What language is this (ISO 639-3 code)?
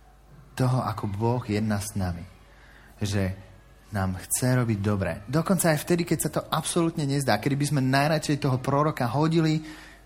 slk